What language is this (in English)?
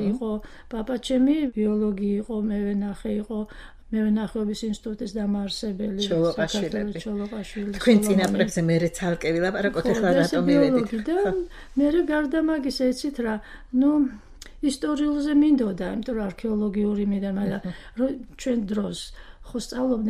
Georgian